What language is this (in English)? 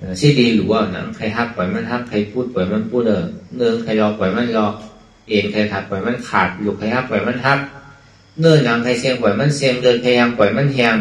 Shan